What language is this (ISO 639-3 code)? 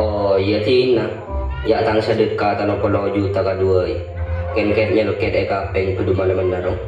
mad